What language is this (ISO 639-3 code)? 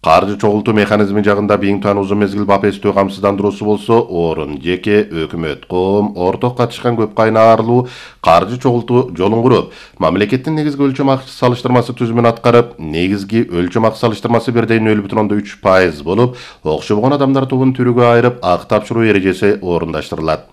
kir